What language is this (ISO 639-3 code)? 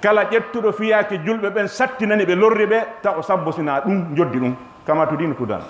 ful